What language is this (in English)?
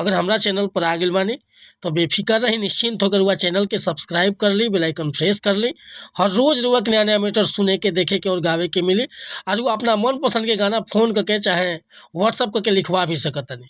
Bhojpuri